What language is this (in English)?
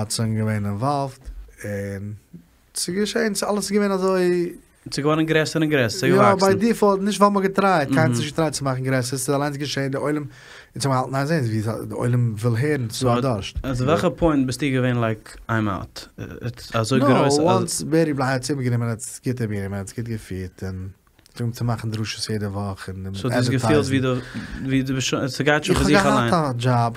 Yiddish